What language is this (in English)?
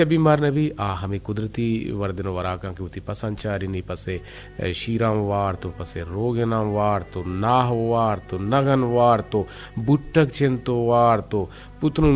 Eastern Balochi